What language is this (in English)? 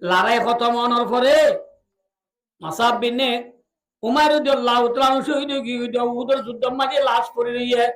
Rohingya